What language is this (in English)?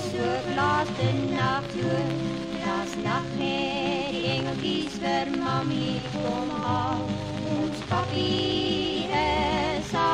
Afrikaans